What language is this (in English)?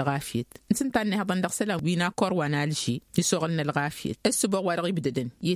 Tamasheq